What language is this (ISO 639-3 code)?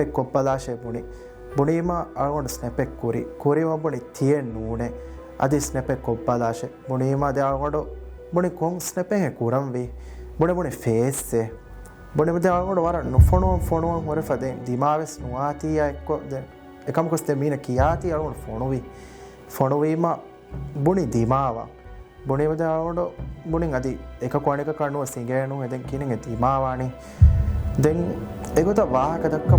div